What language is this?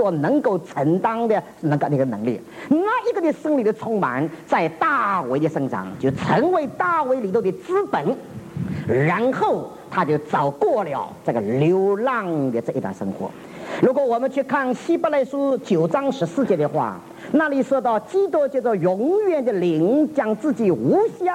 Chinese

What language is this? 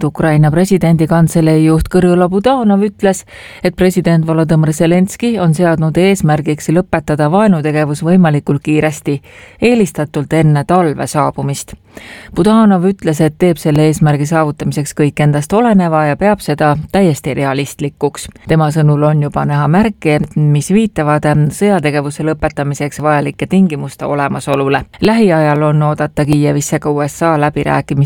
Estonian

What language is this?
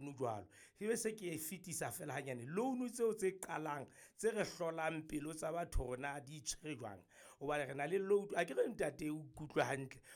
Southern Sotho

